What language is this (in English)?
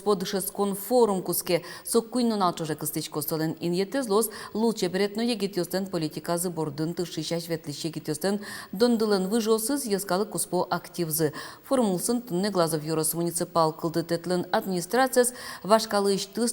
Udmurt